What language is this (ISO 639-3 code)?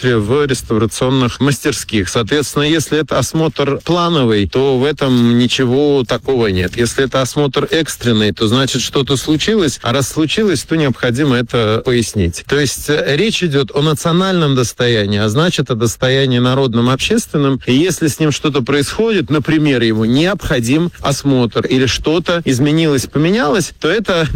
rus